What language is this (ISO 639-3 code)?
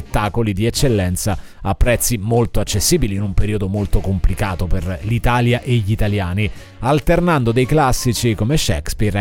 ita